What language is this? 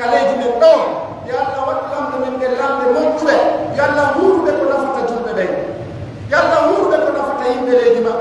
Pular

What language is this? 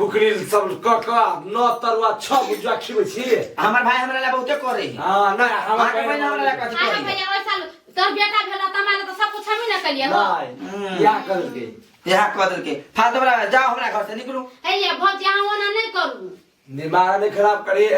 Maithili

